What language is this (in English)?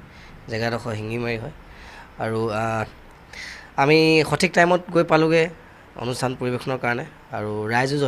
Assamese